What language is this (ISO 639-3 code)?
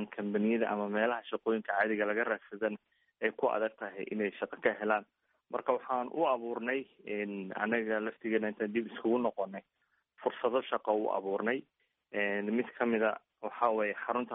som